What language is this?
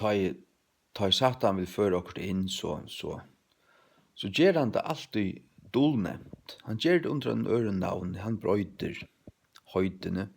Faroese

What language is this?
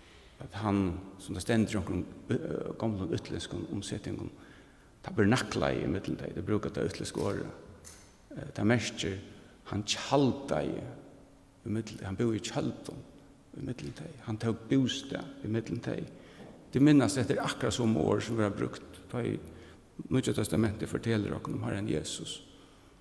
Faroese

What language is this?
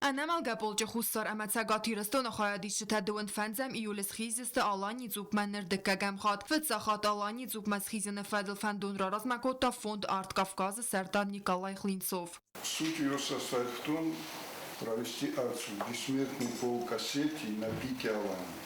Ossetic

